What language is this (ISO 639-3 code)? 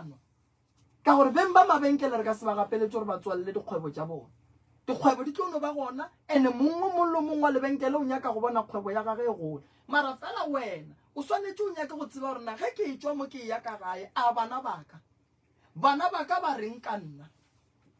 nso